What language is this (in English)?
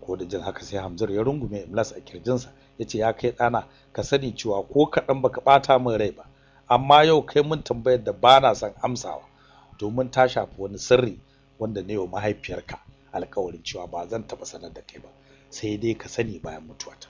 Hausa